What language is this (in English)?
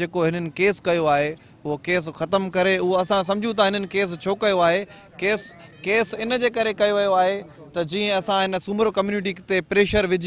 Sindhi